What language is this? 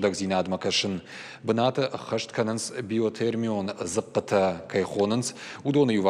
Ossetic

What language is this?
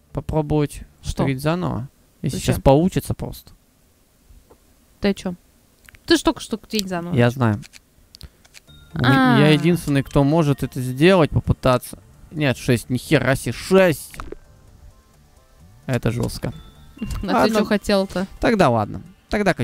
Russian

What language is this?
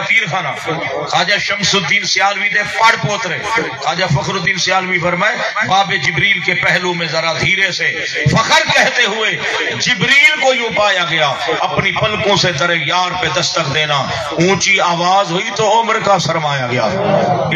Saraiki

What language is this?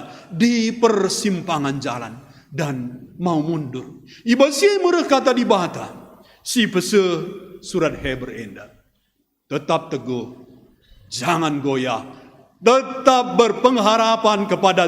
Batak Karo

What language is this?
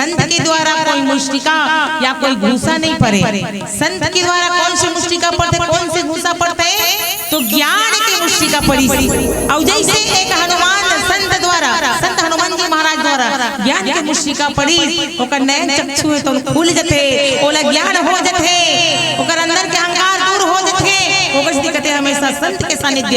Chhattisgarhi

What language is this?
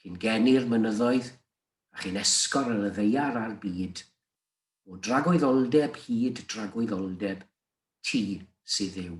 Welsh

